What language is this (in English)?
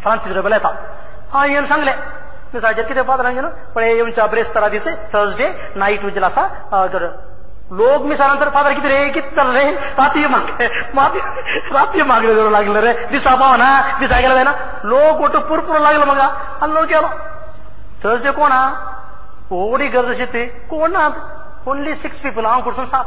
Konkani